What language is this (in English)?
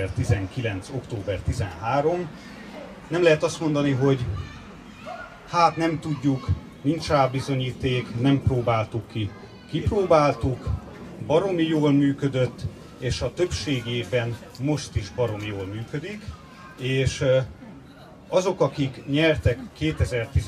Hungarian